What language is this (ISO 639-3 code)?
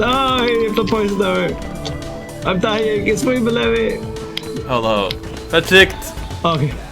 fao